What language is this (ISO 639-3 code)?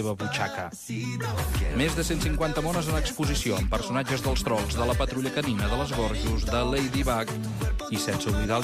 cat